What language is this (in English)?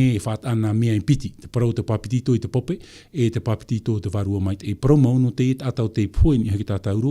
Tahitian